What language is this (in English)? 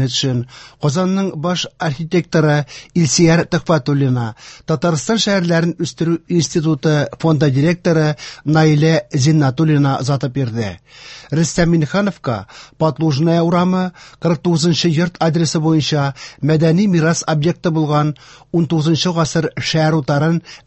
Tatar